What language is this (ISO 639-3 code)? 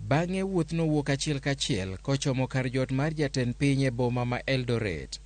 luo